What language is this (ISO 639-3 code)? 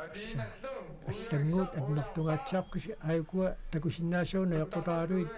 kal